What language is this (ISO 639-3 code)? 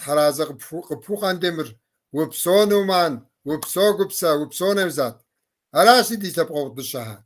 kbd